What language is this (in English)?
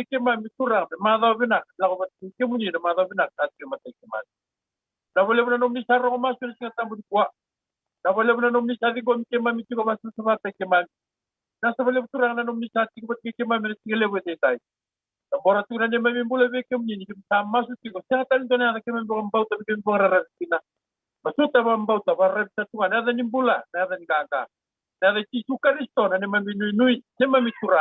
Fijian